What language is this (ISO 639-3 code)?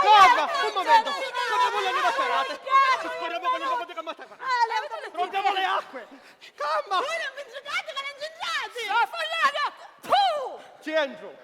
scn